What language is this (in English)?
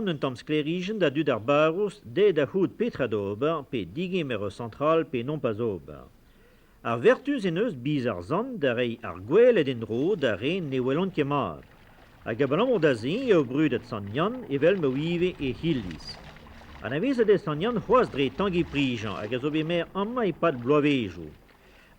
Breton